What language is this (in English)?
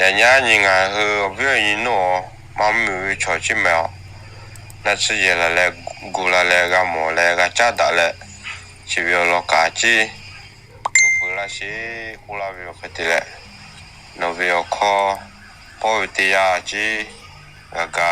Lahu